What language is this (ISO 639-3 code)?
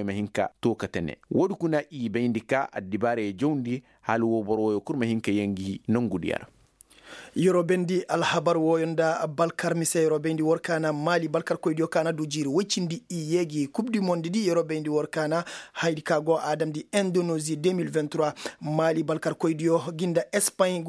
ses